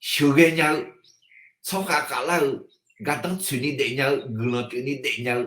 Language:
Akha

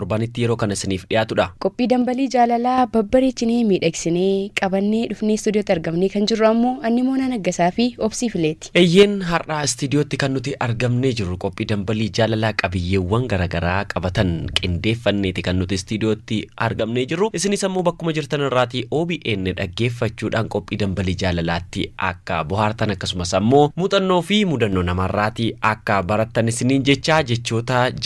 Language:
Oromo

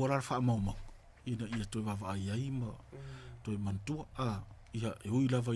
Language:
Samoan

